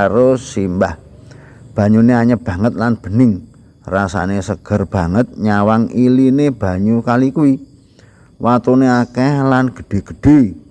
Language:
Javanese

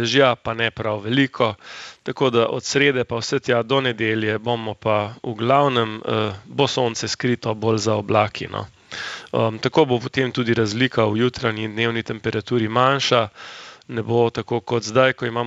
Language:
Slovenian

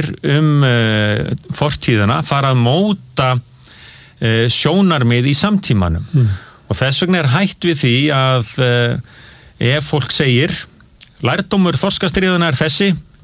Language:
Icelandic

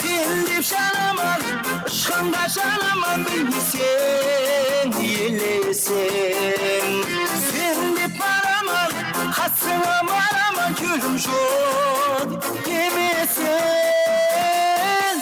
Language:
Kara-Kalpak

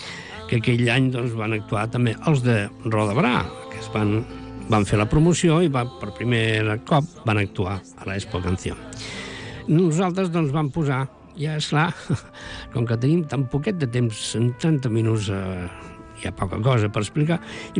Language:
Catalan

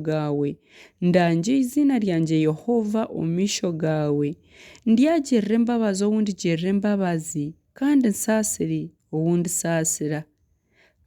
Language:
Nyankole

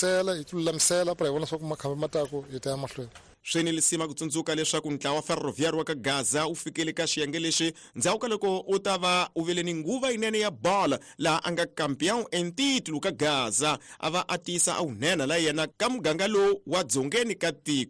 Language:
Tsonga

